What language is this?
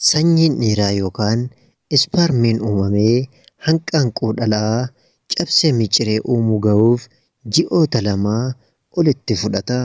Oromo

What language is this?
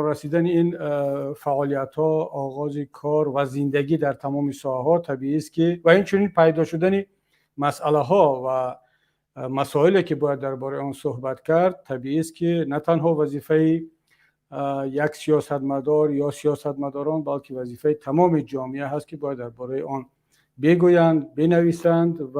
Tajik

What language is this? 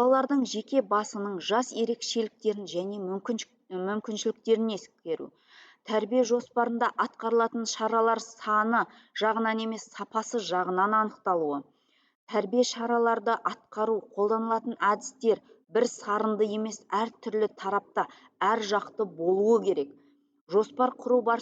Kazakh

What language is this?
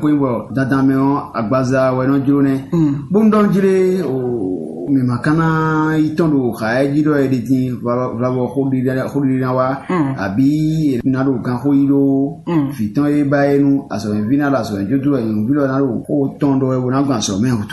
Fon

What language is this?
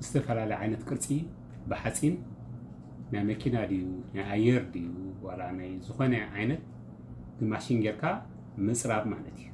Tigrinya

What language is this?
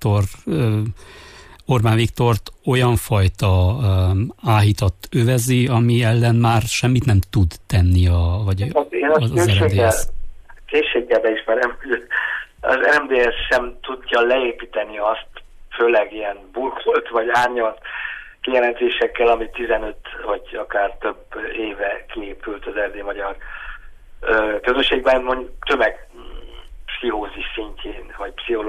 Hungarian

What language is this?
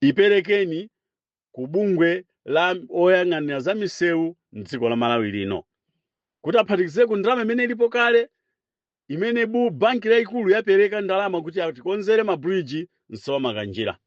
Nyanja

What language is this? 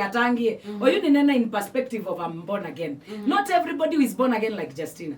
Kamba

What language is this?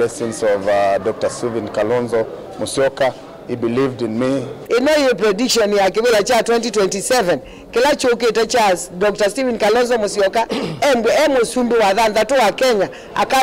Kamba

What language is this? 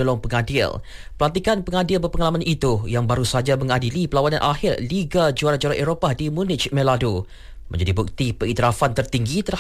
Malay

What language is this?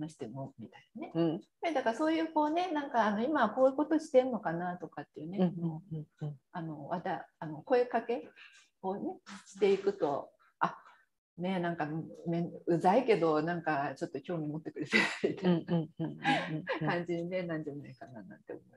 Japanese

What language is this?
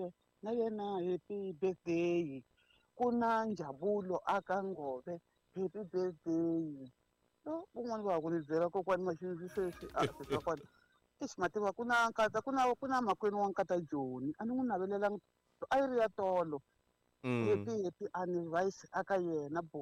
Tsonga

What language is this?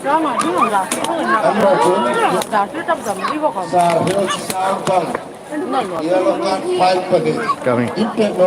Hmar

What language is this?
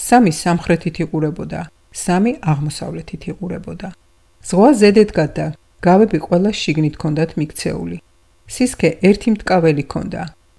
Georgian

